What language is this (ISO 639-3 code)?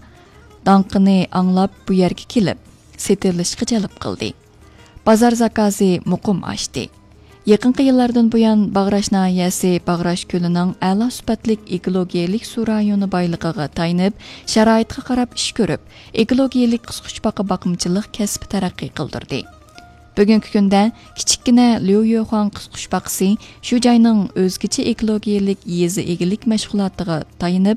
uig